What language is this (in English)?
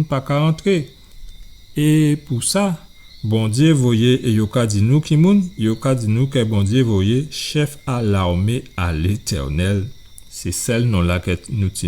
Guadeloupean Creole French